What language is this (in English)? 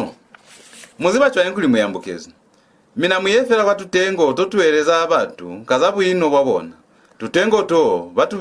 Lozi